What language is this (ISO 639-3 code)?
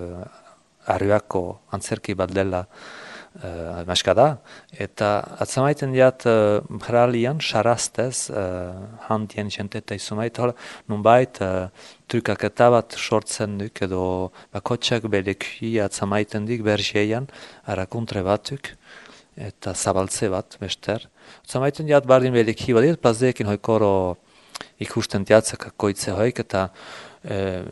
eus